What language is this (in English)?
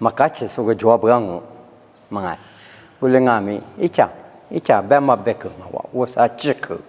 Lisu